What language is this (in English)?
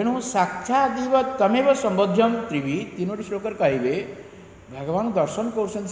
Odia